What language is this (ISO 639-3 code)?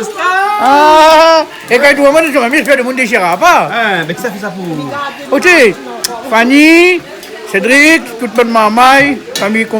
rcf